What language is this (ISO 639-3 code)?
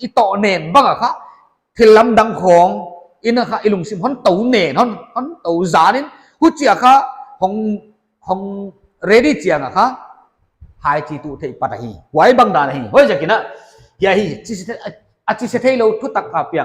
pck